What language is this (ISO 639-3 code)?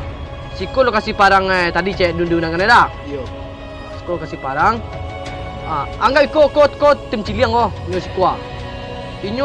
min